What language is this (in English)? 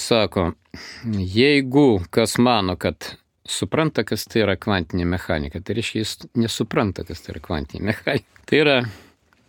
Lithuanian